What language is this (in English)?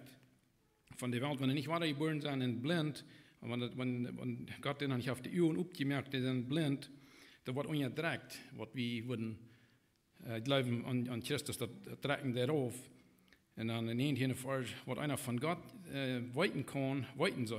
Plautdietsch